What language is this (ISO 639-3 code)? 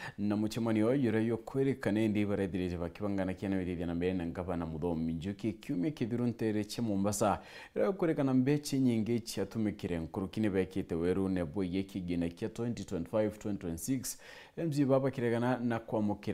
mer